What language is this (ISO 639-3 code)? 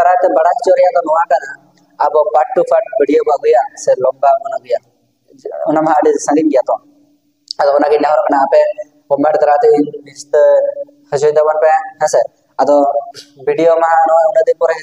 sat